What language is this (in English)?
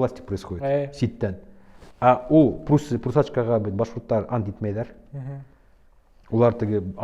Bashkir